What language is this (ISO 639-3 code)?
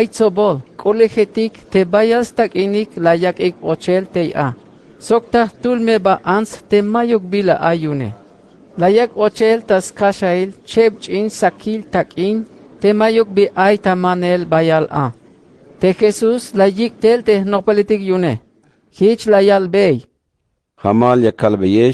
tzh